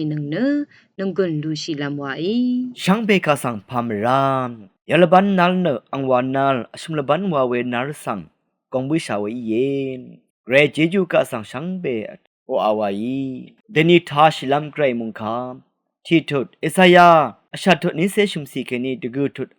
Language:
Rawang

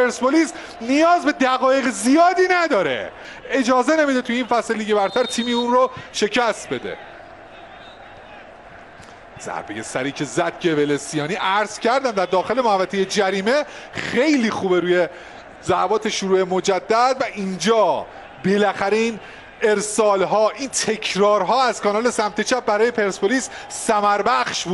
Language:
Persian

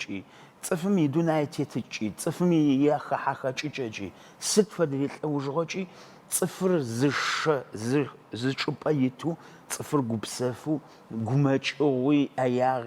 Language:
Adyghe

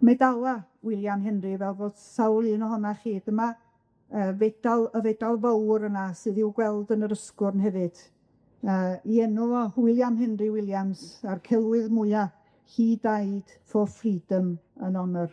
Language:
Welsh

